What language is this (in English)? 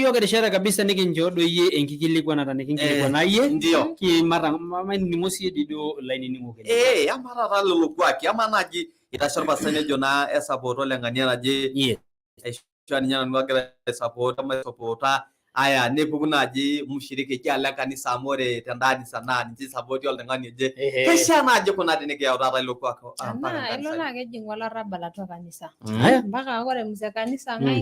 Masai